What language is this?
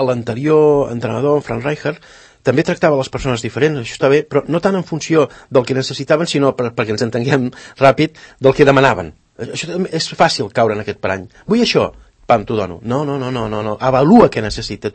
Catalan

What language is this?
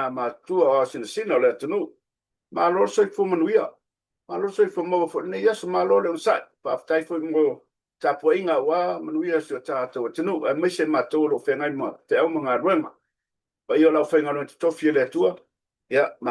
Samoan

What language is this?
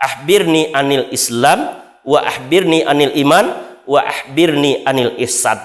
Minangkabau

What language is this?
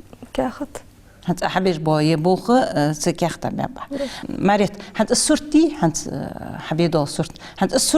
Ingush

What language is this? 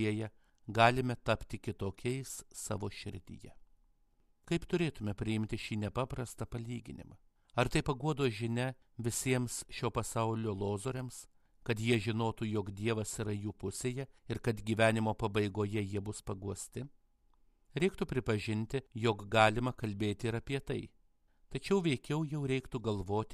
Lithuanian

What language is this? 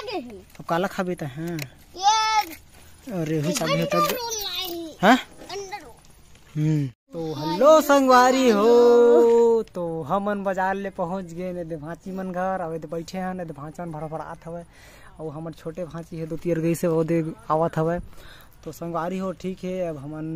Chhattisgarhi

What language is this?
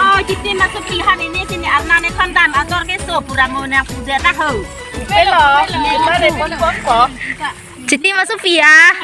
Karbi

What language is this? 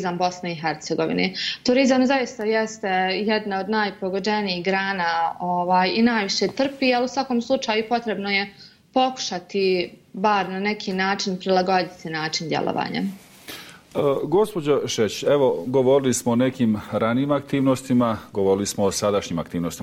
Bosnian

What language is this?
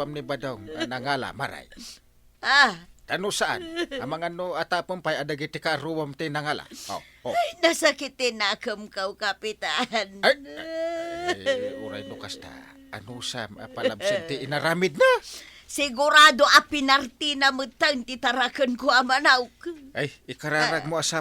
Iloko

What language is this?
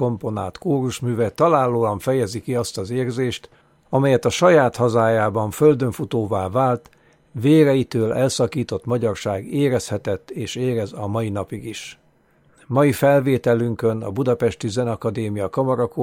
Hungarian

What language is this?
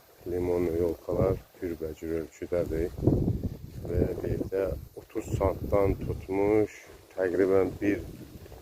Azerbaijani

